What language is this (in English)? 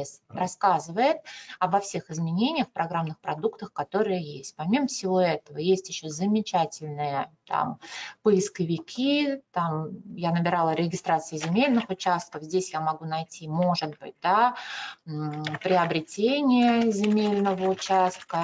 Russian